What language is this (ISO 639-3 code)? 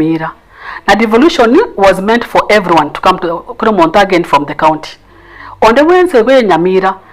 guz